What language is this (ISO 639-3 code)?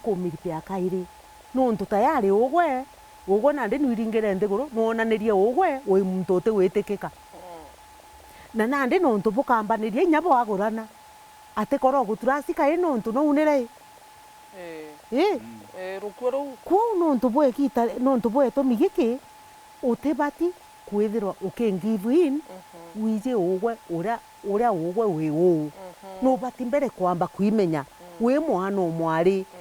mer